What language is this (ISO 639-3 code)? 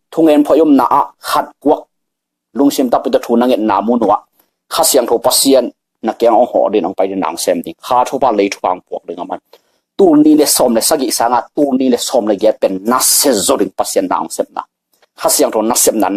ctd